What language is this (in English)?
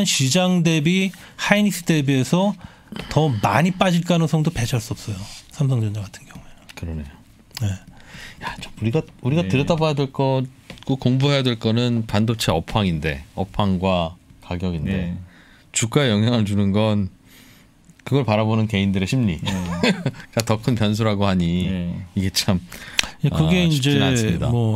Korean